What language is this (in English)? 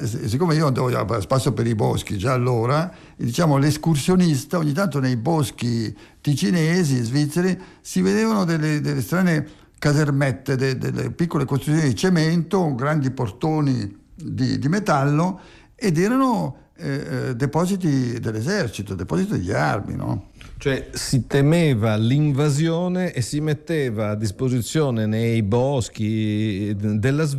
Italian